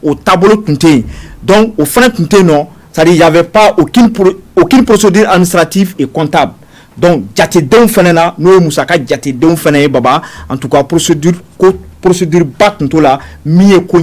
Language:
Bambara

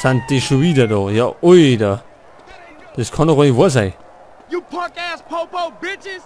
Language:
Bavarian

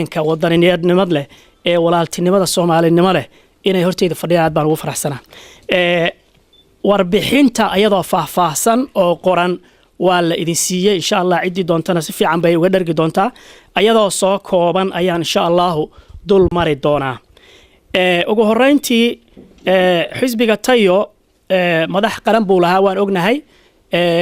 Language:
Somali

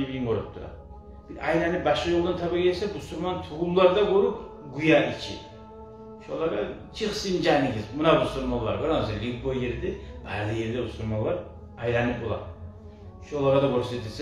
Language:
Kumyk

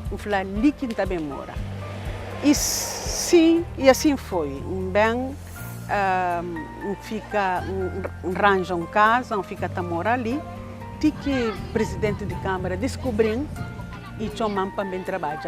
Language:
Kabuverdianu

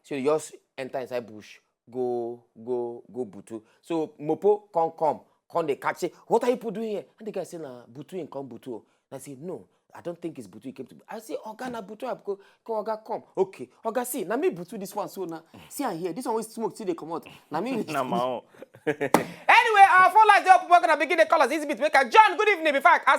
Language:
Nigerian Pidgin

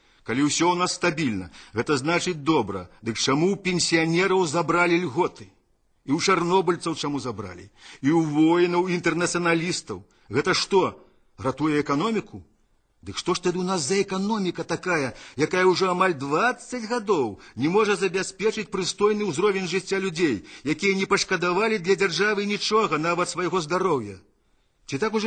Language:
Belarusian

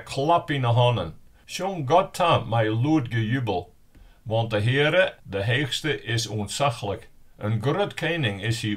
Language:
Western Frisian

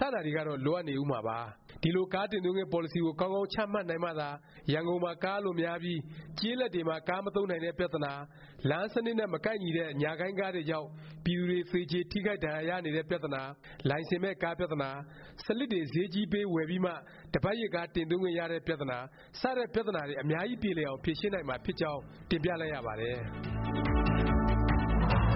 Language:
Burmese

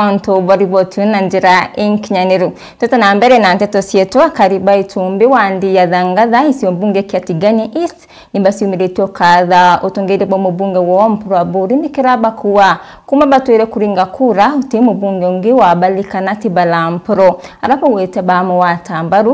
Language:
Meru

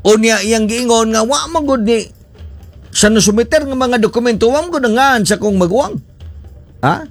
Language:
Cebuano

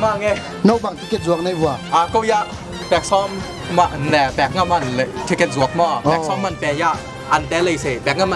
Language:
Tedim Chin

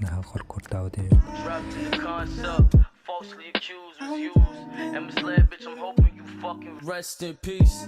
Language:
Yakut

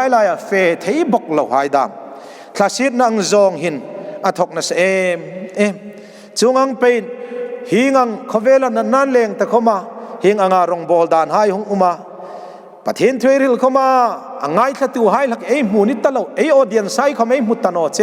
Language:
Hmar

